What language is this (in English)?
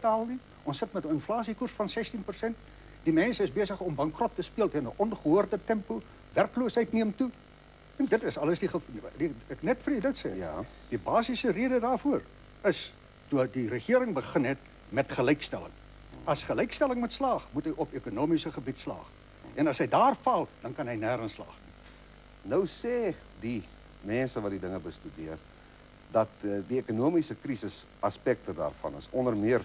Afrikaans